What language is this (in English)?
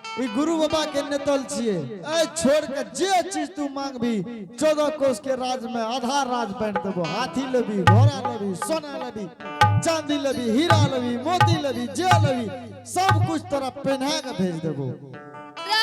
Angika